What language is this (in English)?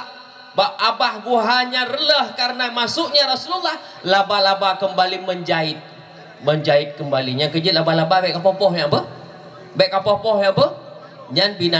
Achinese